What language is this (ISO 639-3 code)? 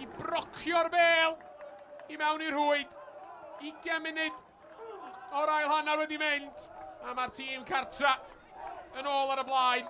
cym